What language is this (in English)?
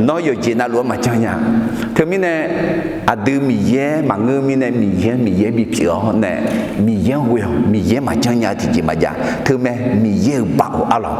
Akha